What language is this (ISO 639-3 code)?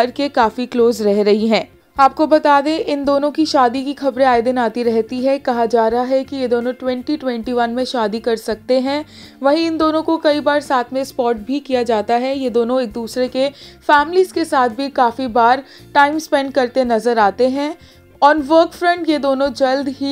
hin